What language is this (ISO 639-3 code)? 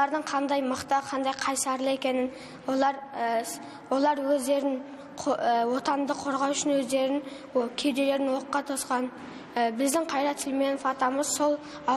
kaz